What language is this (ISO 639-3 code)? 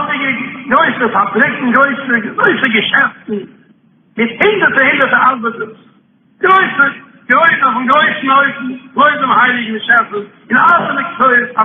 yid